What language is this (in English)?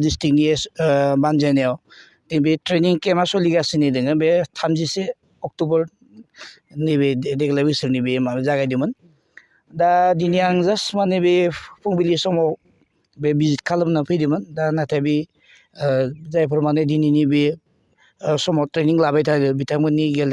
Bodo